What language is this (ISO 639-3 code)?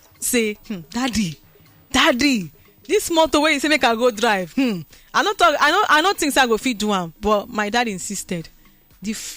pcm